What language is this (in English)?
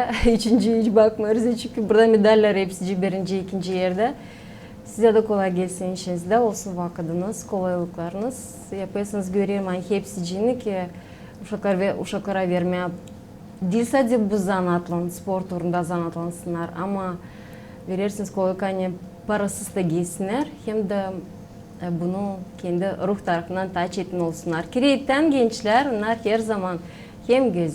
Gagauz